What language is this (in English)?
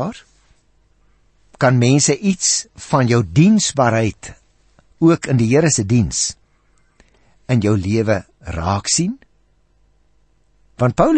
Afrikaans